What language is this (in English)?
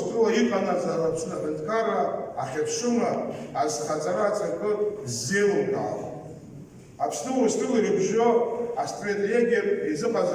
Abkhazian